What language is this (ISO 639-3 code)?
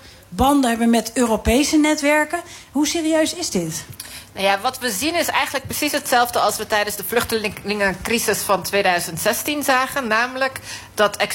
nld